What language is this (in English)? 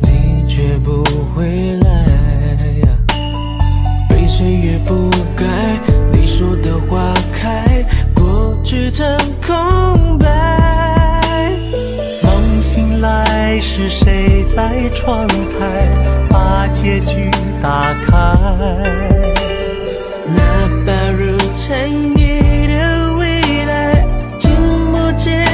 Chinese